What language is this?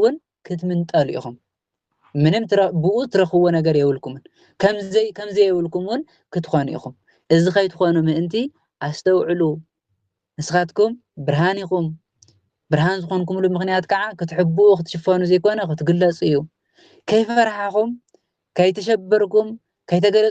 Tigrinya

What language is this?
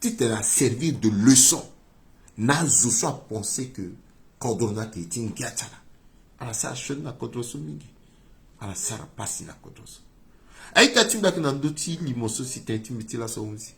Sango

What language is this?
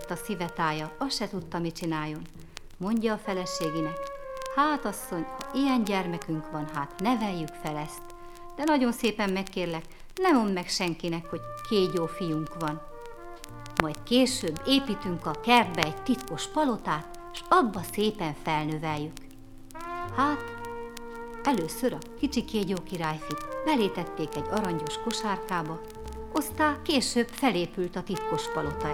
Hungarian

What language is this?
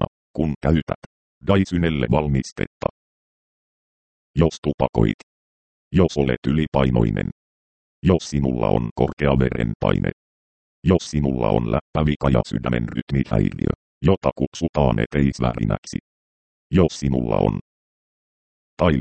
Finnish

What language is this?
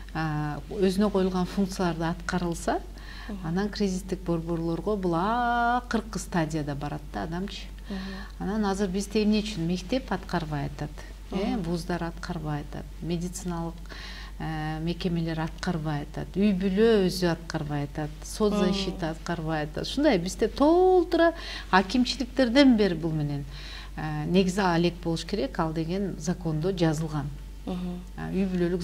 Kyrgyz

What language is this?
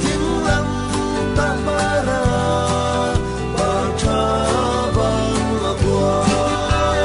Falam Chin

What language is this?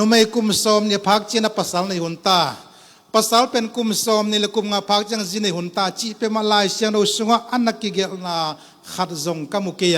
Tedim Chin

